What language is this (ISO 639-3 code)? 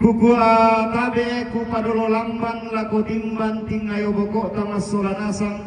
sda